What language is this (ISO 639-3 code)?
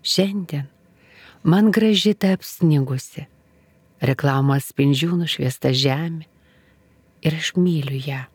lit